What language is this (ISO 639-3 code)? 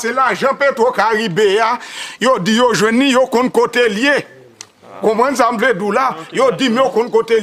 hat